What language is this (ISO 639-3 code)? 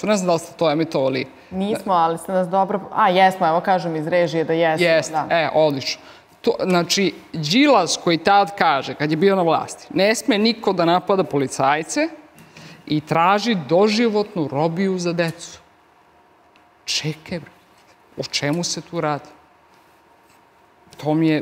srp